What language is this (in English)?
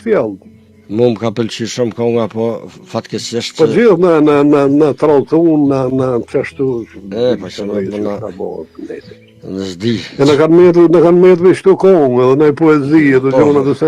Albanian